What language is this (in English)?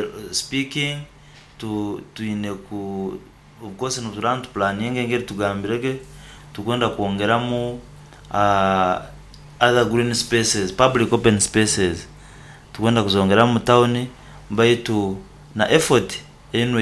Nyoro